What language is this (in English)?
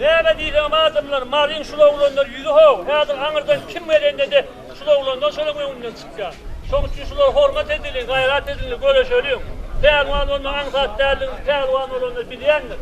Turkmen